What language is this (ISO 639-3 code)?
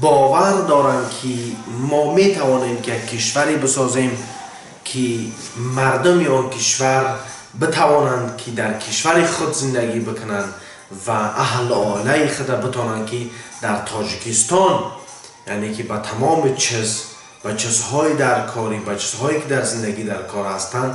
tgk